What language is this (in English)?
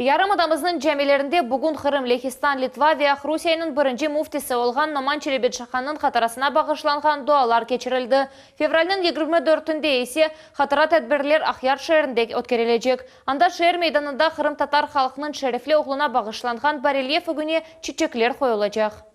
Crimean Tatar